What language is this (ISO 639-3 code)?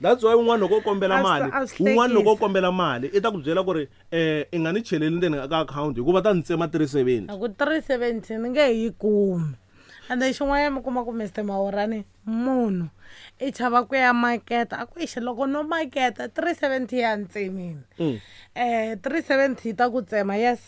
tso